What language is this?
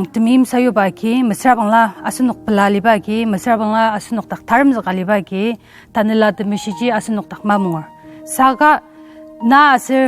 Ao Naga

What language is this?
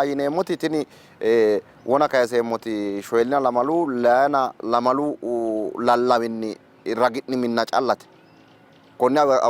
Sidamo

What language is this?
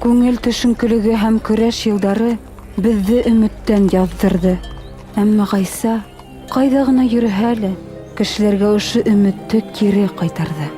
Bashkir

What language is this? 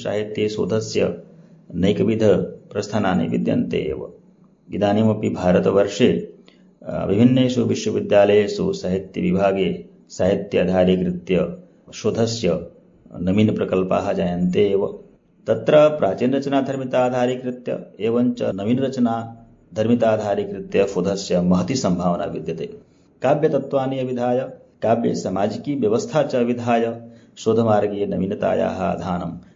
Sanskrit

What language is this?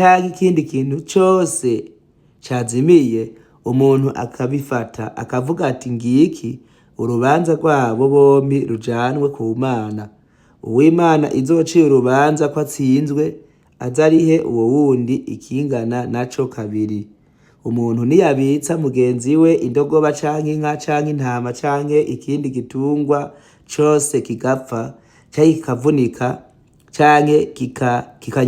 Rundi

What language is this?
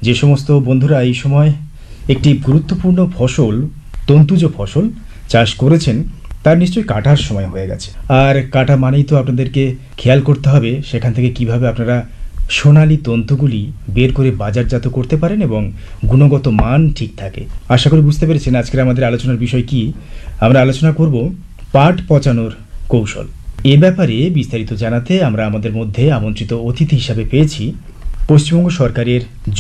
Bangla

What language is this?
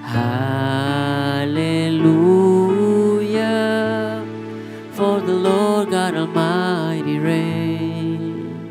Papiamento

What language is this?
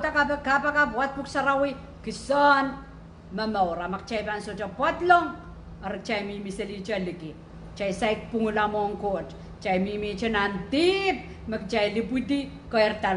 Pohnpeian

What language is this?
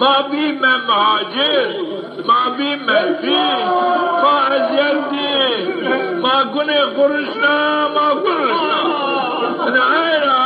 Zaza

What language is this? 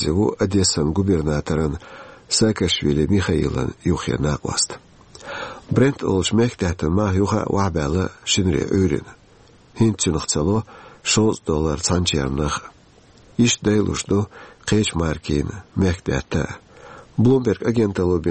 Chechen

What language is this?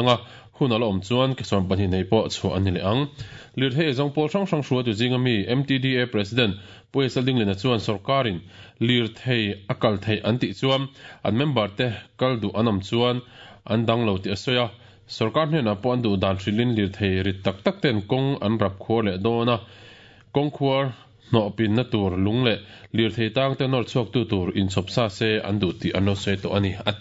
Mizo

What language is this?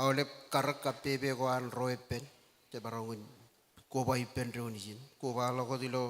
Marshallese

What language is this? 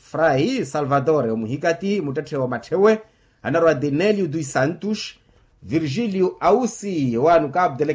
Makhuwa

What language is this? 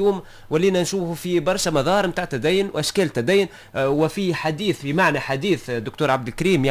Tunisian Arabic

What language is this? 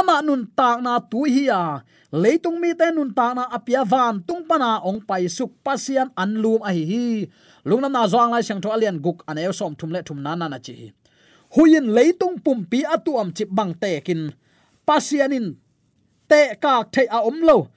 Tedim Chin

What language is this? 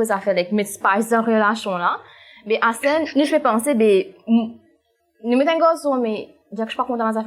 Morisyen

